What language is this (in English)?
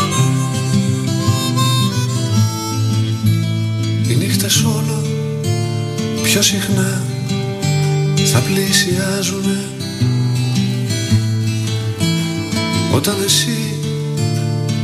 Greek